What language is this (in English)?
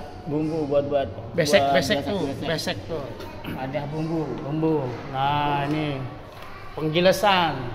Betawi